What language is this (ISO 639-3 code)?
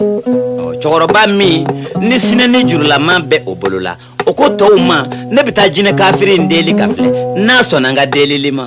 bam